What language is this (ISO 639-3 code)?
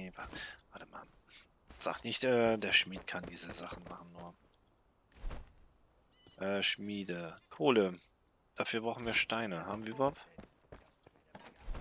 deu